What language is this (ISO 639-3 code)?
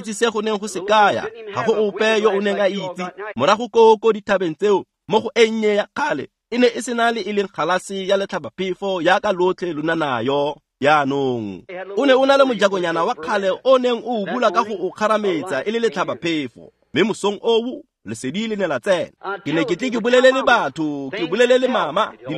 tsn